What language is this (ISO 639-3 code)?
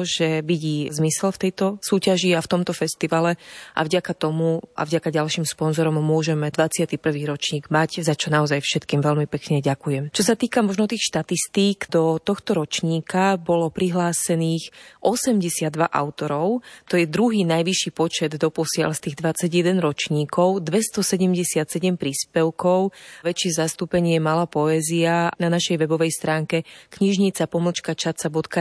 slk